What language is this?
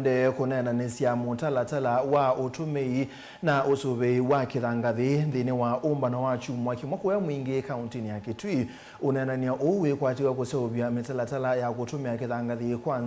Kamba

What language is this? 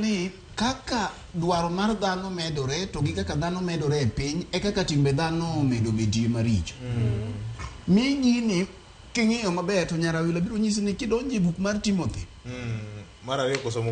Luo (Kenya and Tanzania)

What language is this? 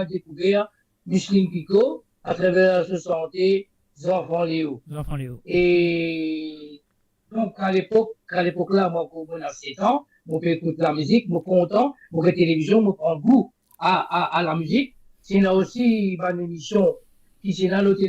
Morisyen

